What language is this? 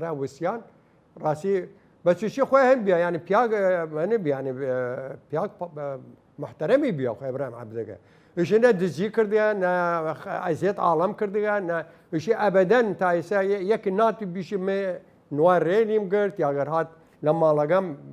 Southern Kurdish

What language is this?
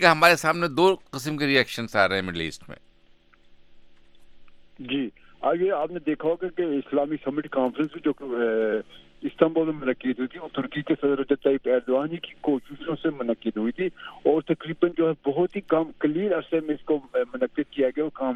Urdu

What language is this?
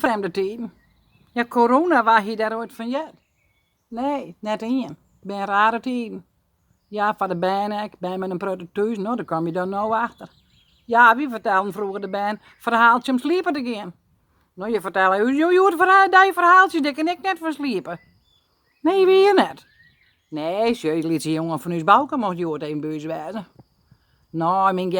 Western Frisian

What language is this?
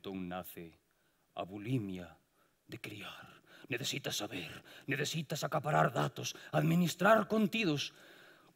Galician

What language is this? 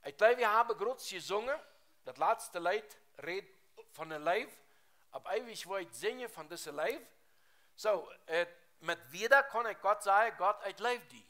Plautdietsch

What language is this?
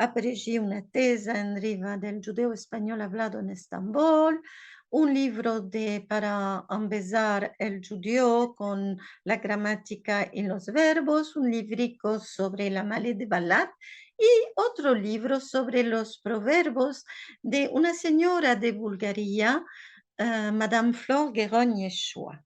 Ladino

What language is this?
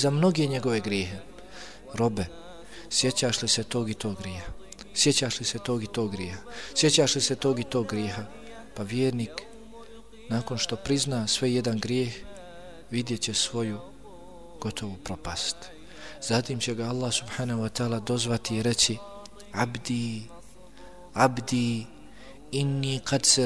Bosnian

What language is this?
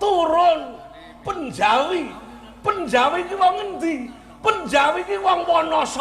Javanese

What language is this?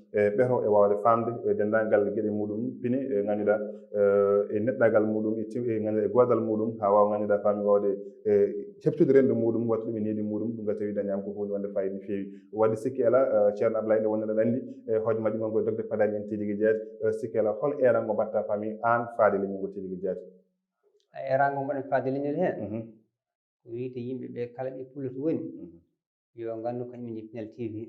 Fula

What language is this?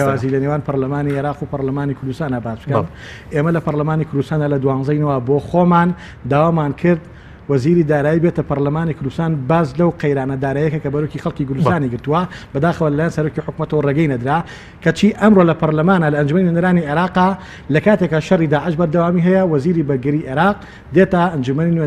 Central Kurdish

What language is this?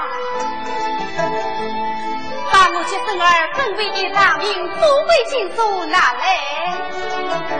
Chinese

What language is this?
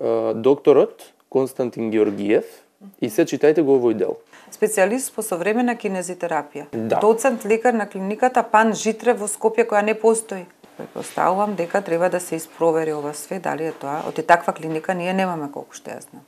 Macedonian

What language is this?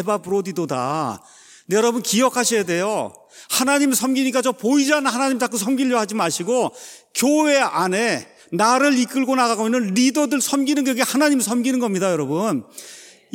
Korean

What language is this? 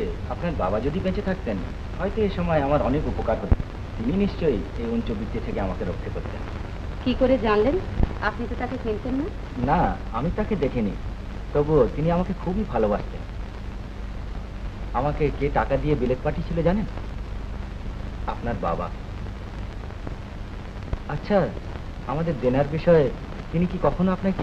Bangla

